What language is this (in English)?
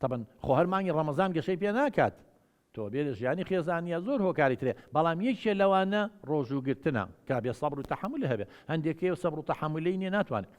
Central Kurdish